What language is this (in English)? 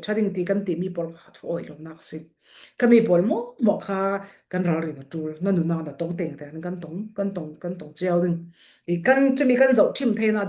Falam Chin